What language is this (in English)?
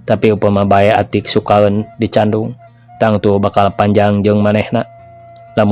Sundanese